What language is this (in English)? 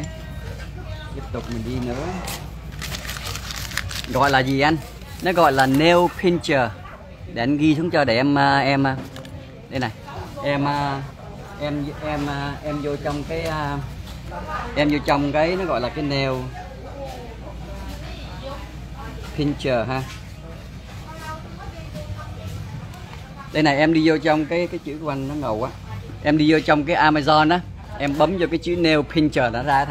Vietnamese